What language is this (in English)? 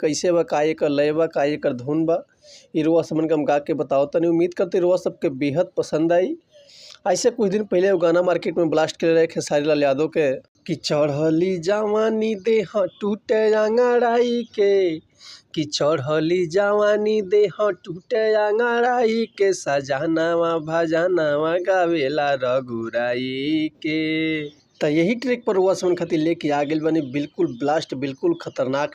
Bhojpuri